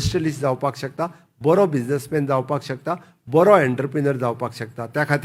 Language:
Konkani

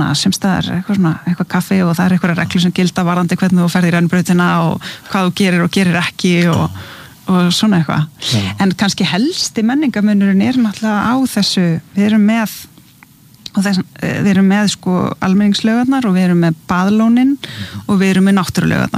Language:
Icelandic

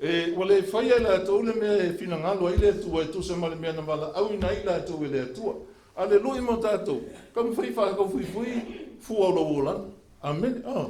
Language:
Samoan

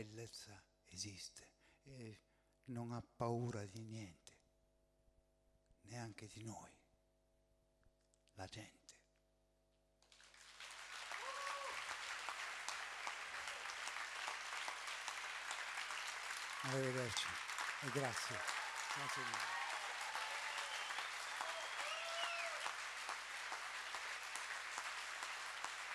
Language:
Italian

